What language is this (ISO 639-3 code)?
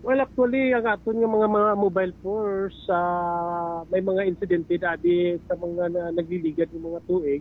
hil